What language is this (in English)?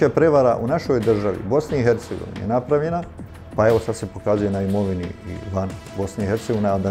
Bosnian